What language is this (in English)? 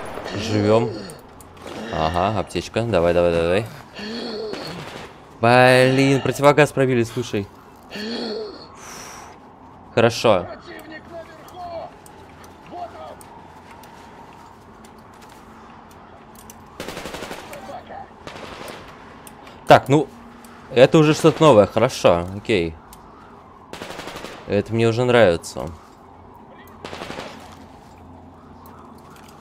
Russian